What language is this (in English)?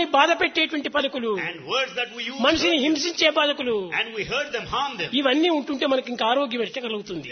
Telugu